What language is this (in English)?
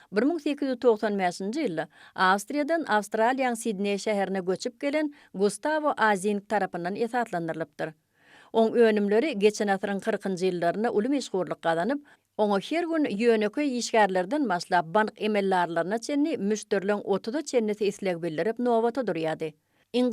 Turkmen